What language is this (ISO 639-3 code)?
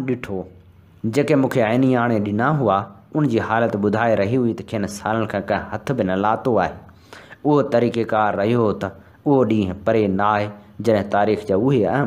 snd